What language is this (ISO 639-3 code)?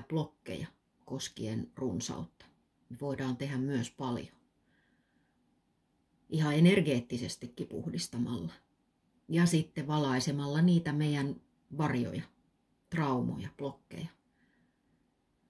fin